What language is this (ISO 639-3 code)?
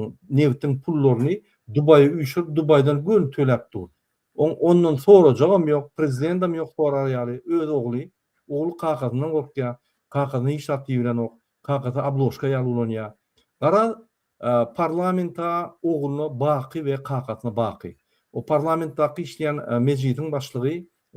tuk